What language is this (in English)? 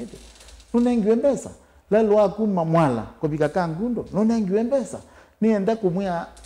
Kamba